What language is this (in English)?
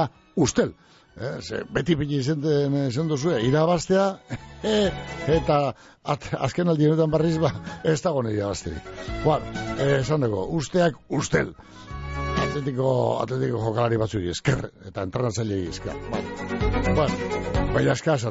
Basque